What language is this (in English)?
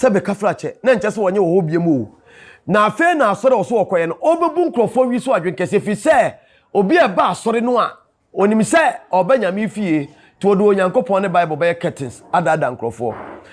Akan